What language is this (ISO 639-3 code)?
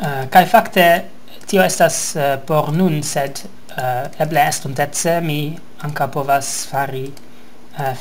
epo